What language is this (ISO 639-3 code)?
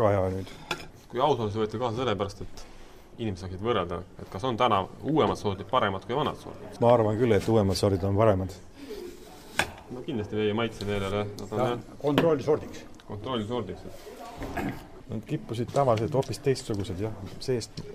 est